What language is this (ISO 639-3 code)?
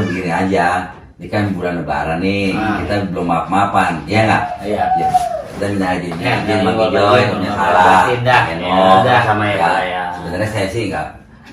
bew